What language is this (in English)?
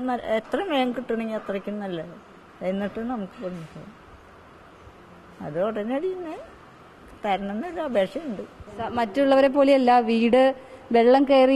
Malayalam